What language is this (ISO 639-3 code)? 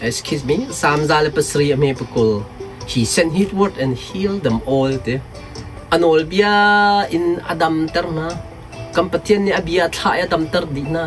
cnh